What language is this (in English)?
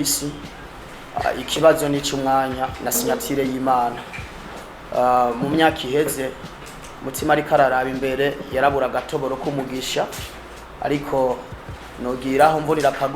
Rundi